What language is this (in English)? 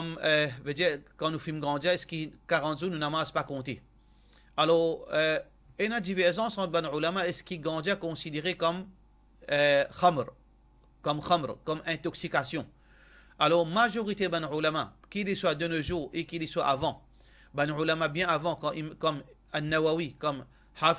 Morisyen